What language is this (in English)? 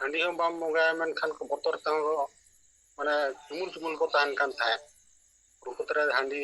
Santali